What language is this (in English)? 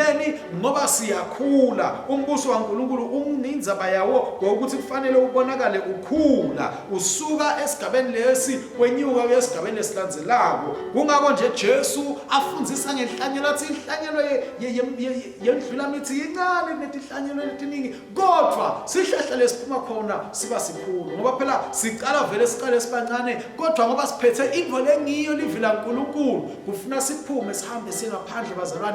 Swati